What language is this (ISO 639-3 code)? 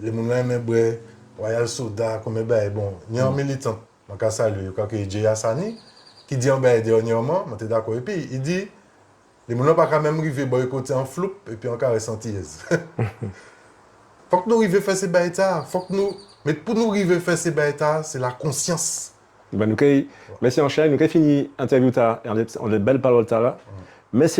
gcf